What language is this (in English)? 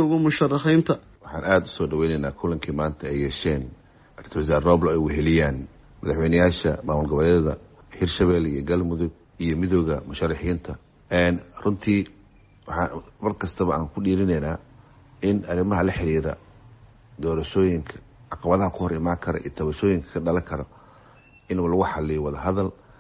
Somali